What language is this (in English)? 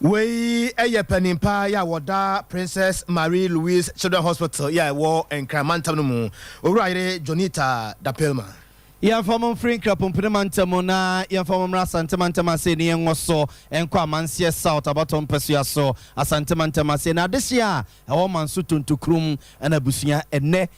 Akan